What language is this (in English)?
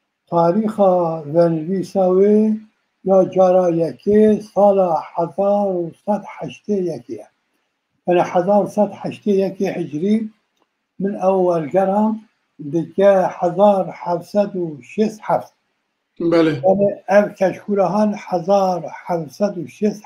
Kurdish